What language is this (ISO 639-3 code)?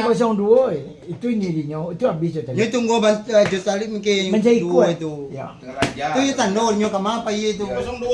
min